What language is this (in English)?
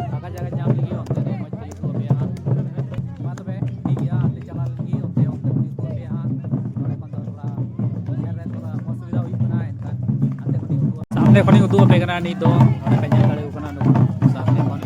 Santali